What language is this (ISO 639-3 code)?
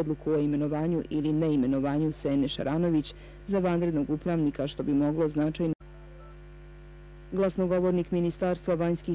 bos